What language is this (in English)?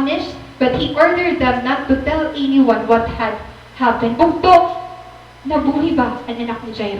Waray